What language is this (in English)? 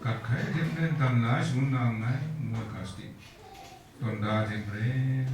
Kachin